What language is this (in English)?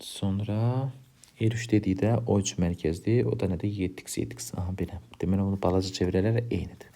Azerbaijani